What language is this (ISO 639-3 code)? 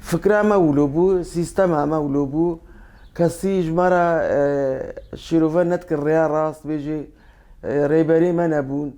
kur